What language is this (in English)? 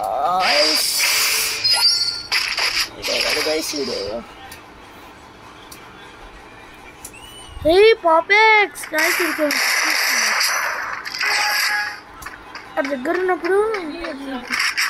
Telugu